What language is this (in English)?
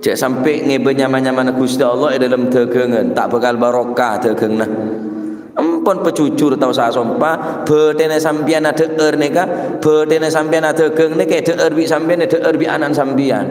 Madurese